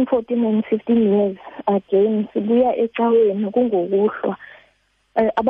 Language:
Xhosa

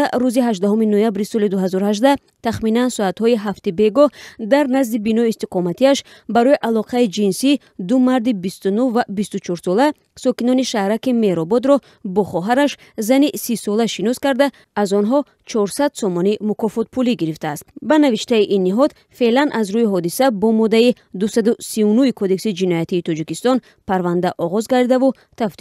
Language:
Tajik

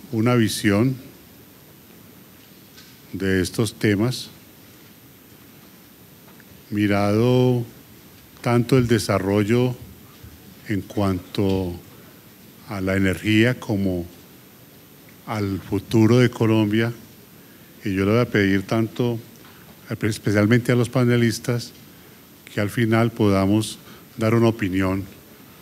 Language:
Spanish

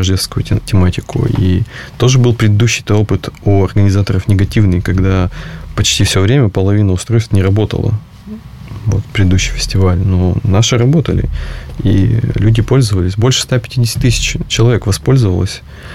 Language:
Russian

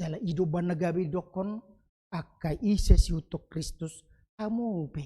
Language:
Batak Toba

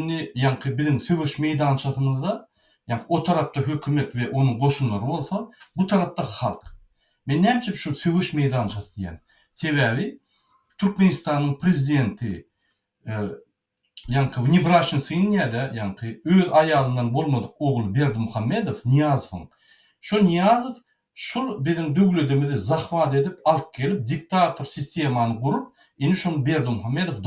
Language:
Turkmen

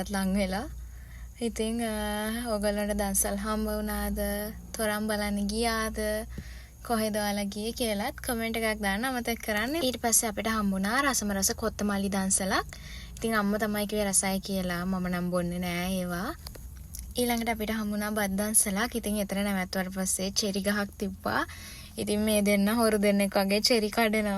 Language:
Sinhala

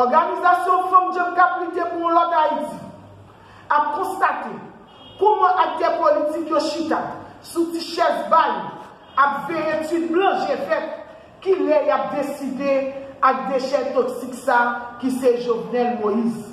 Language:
Haitian Creole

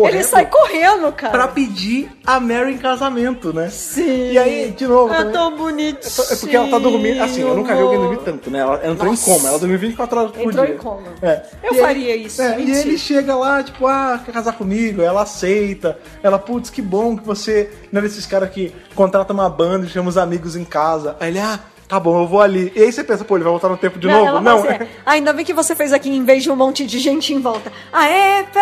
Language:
Portuguese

